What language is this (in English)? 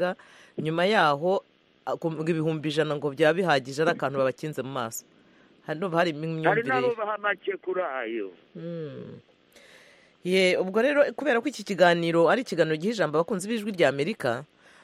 Kinyarwanda